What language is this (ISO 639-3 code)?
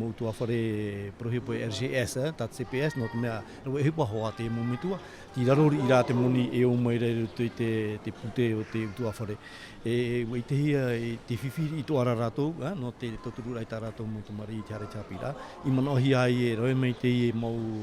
tah